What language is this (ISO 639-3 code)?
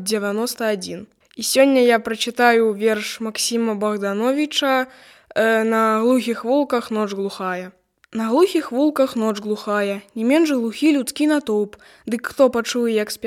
bel